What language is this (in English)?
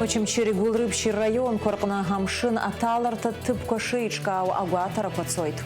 Abkhazian